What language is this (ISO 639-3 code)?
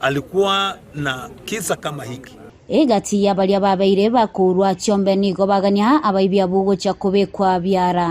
guz